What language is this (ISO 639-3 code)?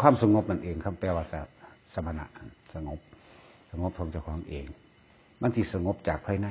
tts